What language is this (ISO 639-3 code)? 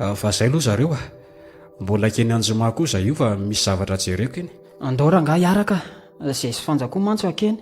mlg